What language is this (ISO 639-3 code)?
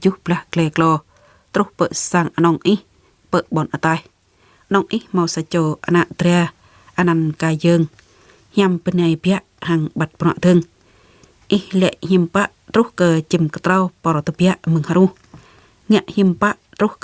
jra